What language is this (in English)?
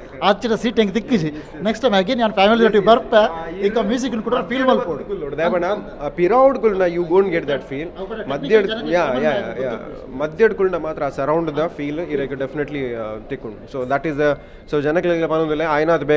Tulu